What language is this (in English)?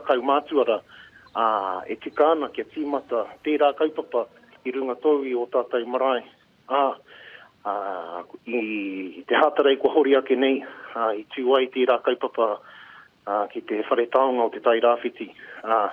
Māori